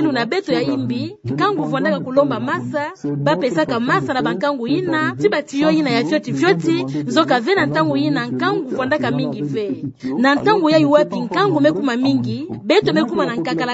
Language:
Kituba (Democratic Republic of Congo)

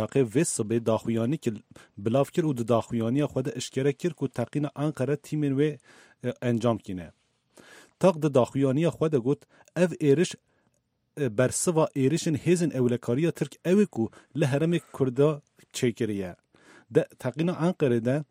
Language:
Kurdish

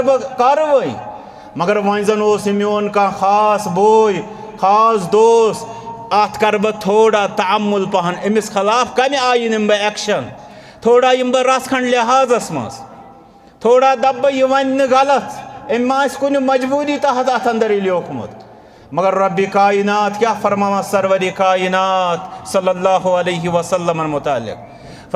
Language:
Kashmiri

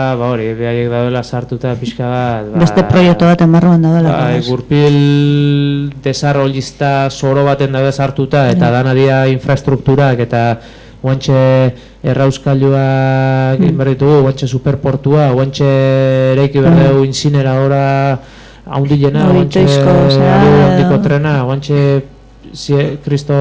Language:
Basque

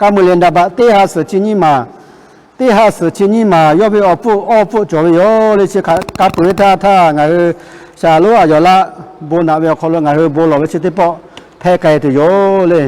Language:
Lahu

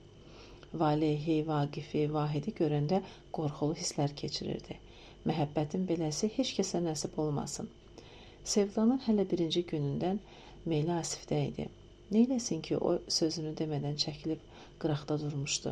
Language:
Azerbaijani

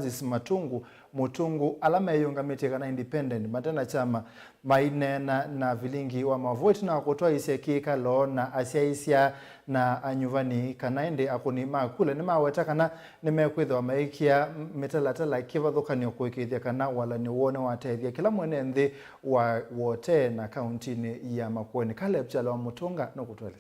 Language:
Kamba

